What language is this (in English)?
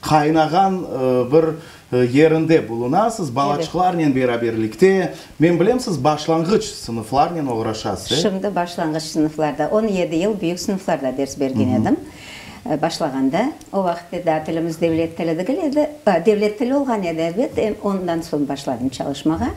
Crimean Tatar